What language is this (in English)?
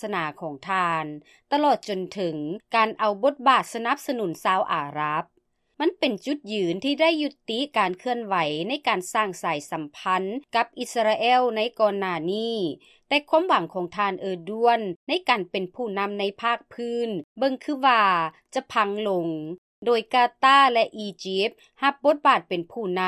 Lao